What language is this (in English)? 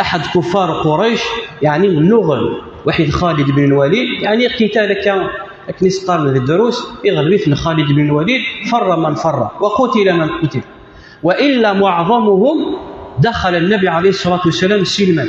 Kabyle